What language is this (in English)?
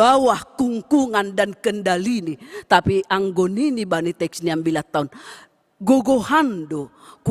Batak Simalungun